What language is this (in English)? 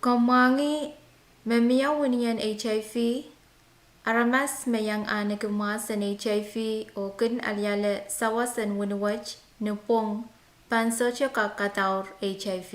Pohnpeian